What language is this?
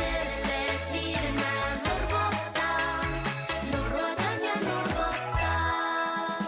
Bashkir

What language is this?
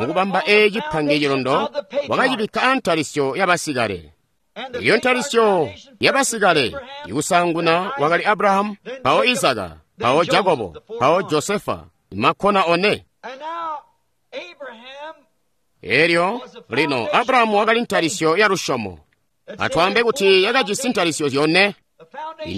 Tonga (Zambia)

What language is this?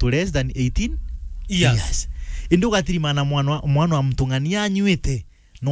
Meru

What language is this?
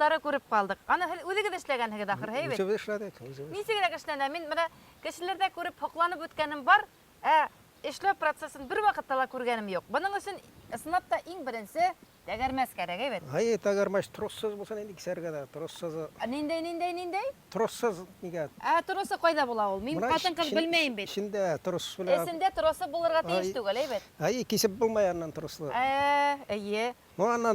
Bashkir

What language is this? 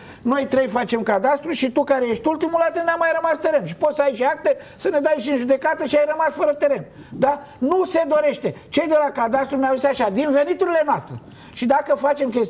Romanian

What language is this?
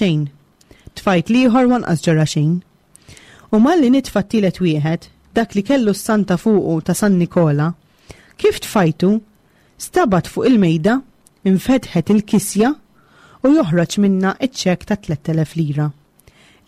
Maltese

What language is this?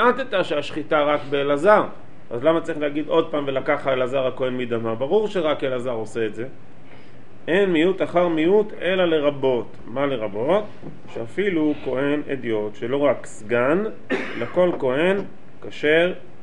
Hebrew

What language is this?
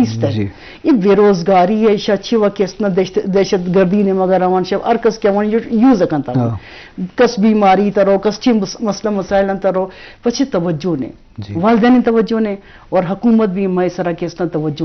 Eastern Balochi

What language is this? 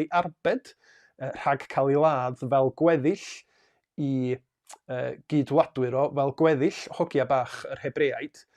Welsh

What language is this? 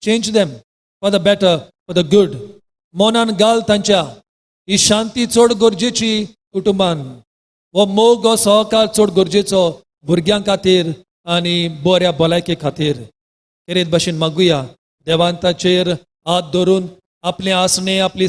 Konkani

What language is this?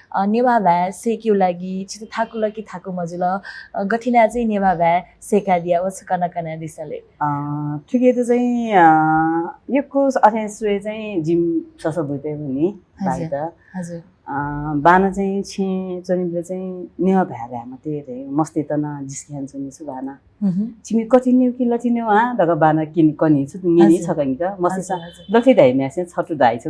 Newari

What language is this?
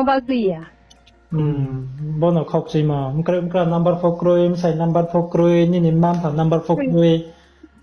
Riang (India)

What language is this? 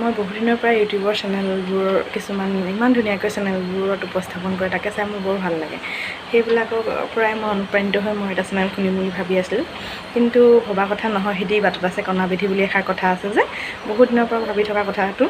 Assamese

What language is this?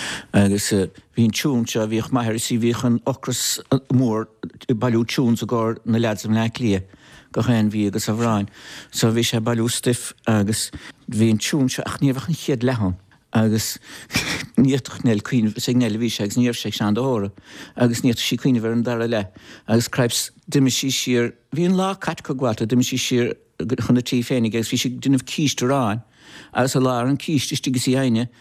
Irish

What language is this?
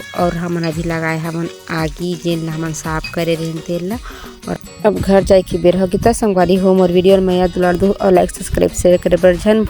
Chhattisgarhi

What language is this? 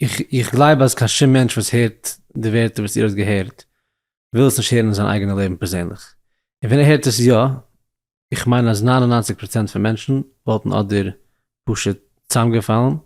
Yiddish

